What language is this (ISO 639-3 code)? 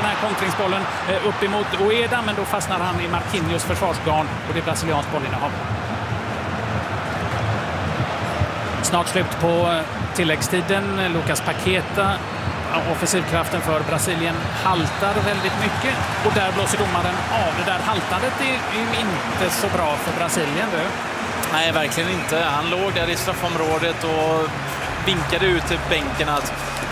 swe